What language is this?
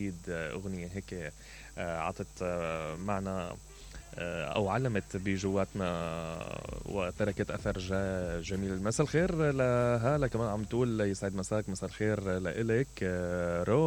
Mesopotamian Arabic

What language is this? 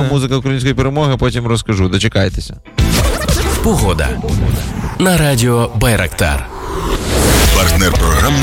Ukrainian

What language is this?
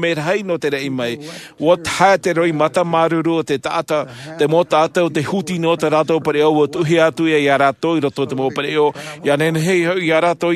Tahitian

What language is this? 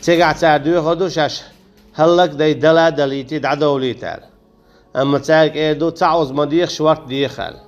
Chechen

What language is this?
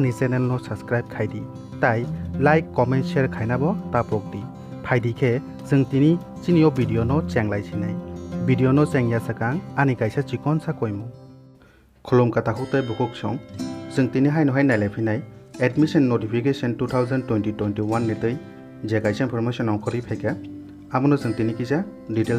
Kok Borok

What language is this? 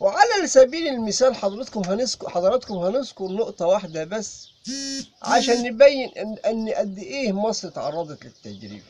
Egyptian Arabic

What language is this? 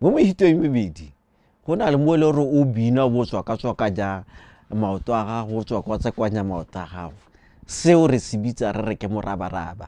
Tswana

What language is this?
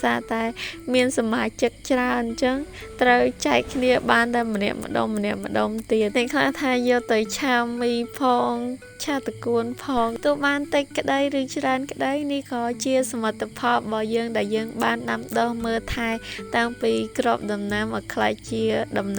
Khmer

